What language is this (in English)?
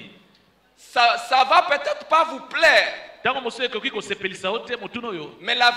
French